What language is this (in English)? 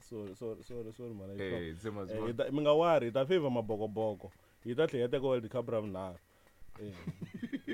Tsonga